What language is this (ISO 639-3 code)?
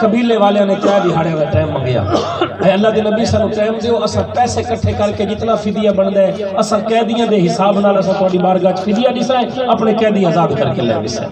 skr